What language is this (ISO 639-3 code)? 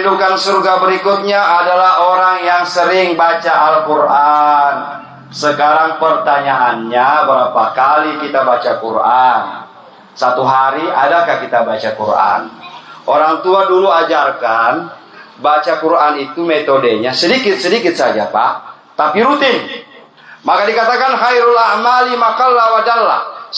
ind